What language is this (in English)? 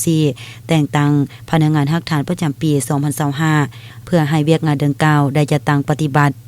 Lao